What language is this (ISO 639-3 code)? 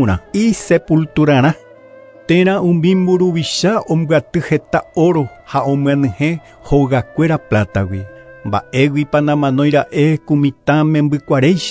grn